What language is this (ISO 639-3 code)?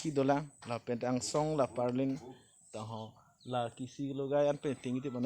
mjw